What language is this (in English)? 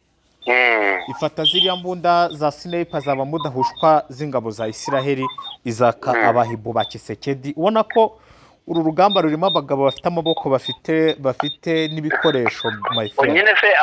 Kinyarwanda